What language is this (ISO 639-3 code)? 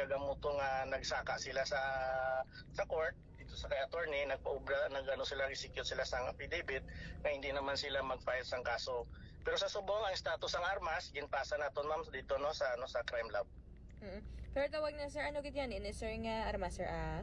hil